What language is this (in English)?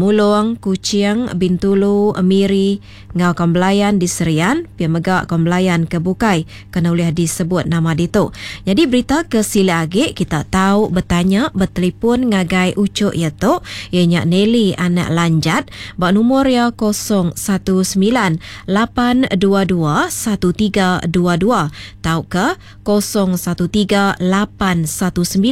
Iban